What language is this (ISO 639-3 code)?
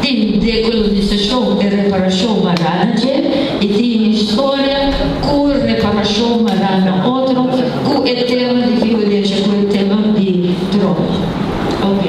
pap